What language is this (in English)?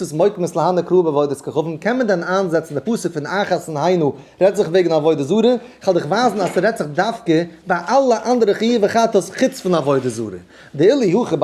Yiddish